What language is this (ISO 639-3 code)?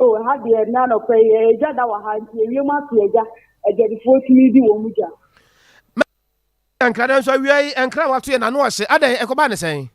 aka